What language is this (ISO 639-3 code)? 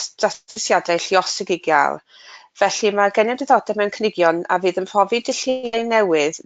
cym